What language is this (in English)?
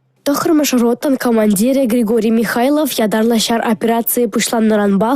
Chuvash